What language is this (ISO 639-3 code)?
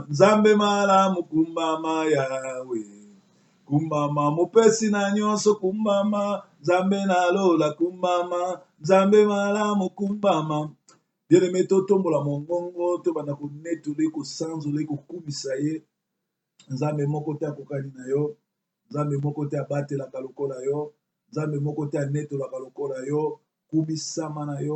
lin